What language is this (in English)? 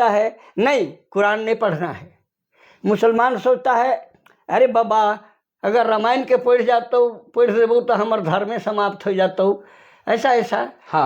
Sadri